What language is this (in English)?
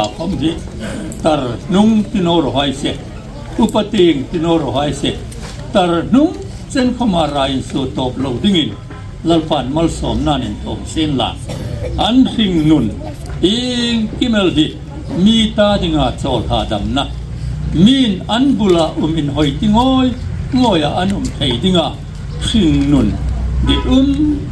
Hmar